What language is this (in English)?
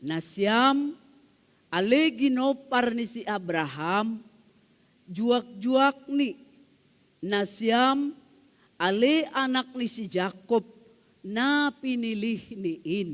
Batak Simalungun